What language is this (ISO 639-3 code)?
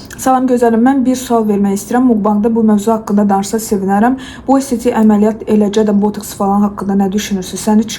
aze